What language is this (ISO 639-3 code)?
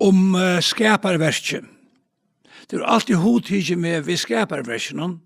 fao